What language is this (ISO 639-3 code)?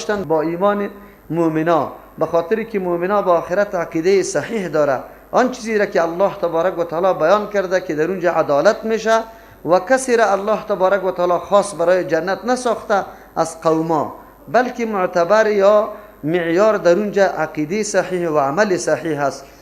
fas